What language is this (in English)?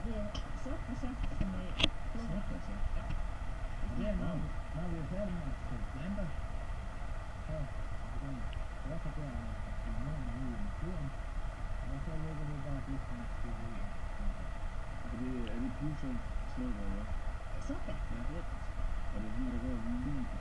Danish